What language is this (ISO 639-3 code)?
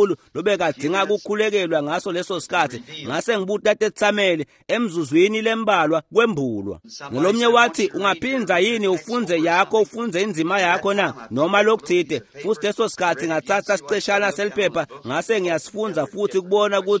ssw